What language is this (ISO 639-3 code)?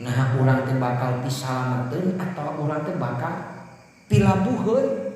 sun